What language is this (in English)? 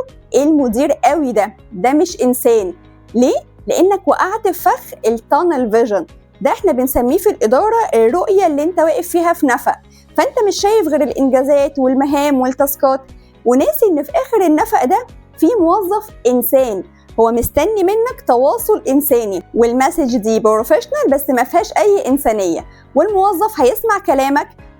Egyptian Arabic